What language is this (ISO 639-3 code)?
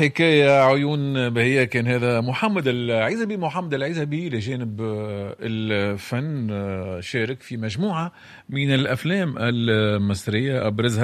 aeb